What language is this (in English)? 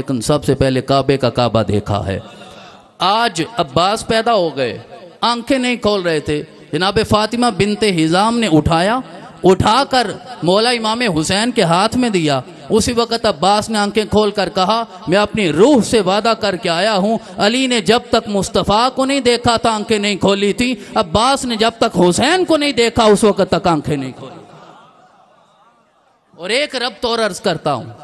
Urdu